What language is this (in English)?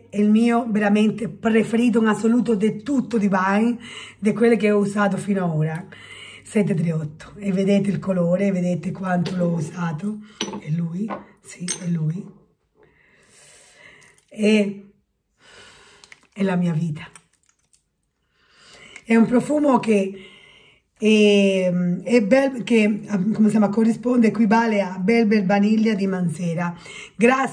Italian